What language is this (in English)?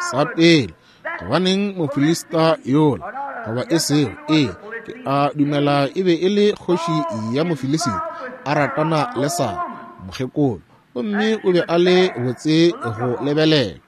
Northern Sotho